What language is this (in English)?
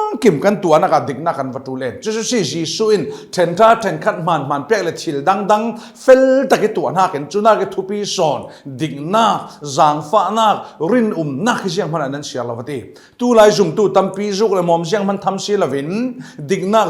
Falam Chin